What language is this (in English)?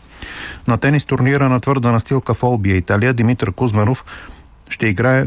Bulgarian